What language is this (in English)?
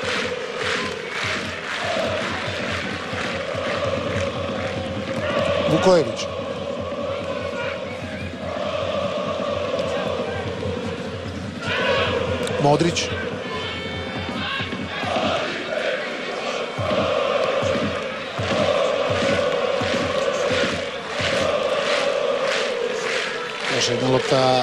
Croatian